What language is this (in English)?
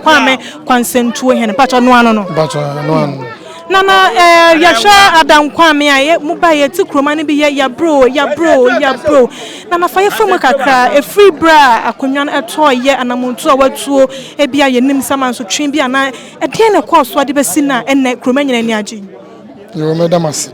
Akan